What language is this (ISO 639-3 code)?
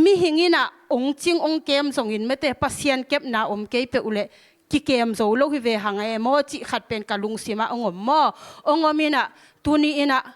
ctd